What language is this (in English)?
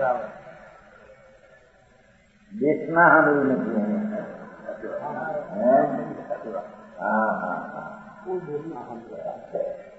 Gujarati